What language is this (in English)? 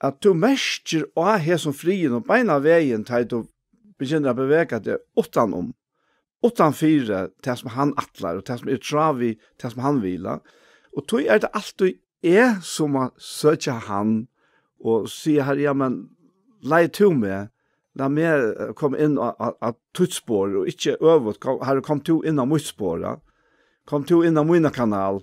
Faroese